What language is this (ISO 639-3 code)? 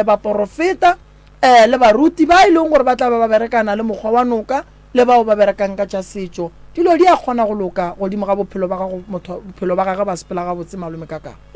nso